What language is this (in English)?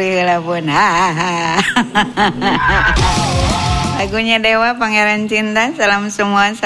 Indonesian